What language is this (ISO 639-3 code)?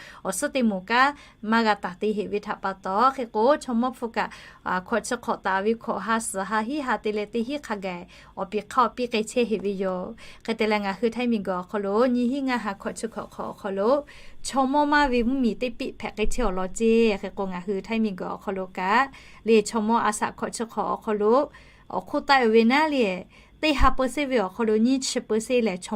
lhu